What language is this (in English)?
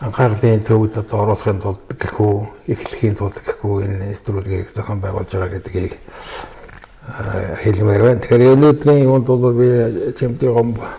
Mongolian